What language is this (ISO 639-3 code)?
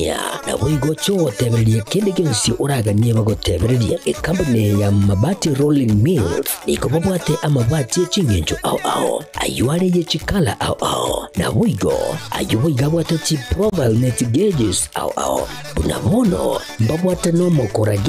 guz